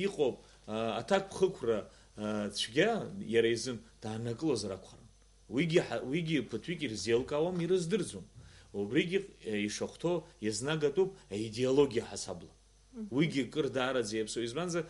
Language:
Abkhazian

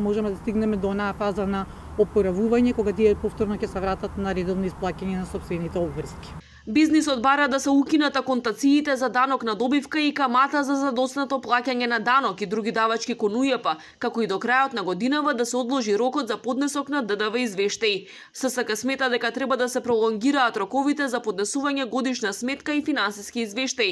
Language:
Macedonian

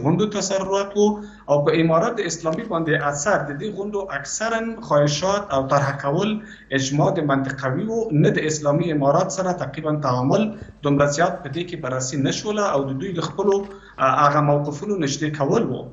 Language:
Pashto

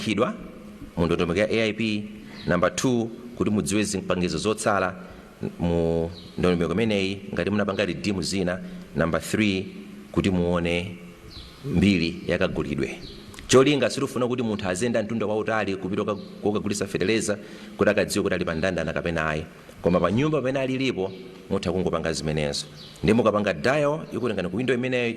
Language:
Nyanja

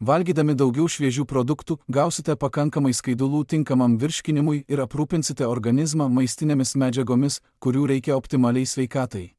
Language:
Lithuanian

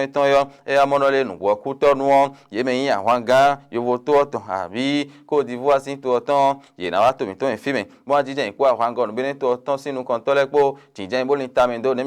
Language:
Fon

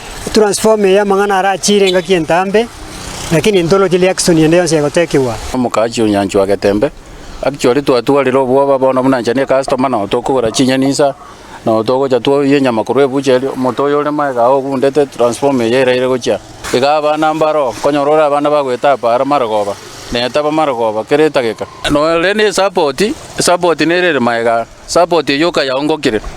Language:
Gusii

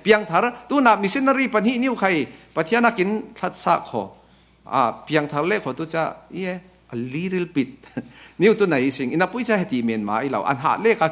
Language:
Falam Chin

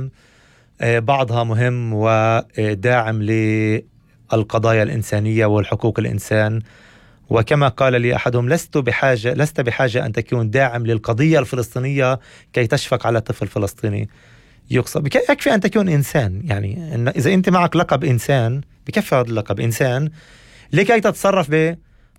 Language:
North Levantine Arabic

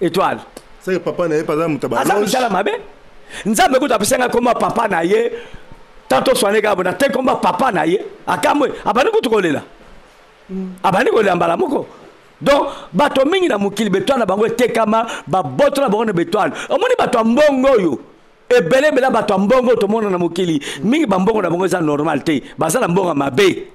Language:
Lingala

